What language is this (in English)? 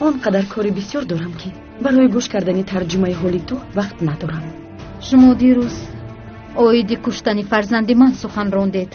Tajik